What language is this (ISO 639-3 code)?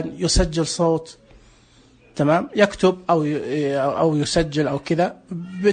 ars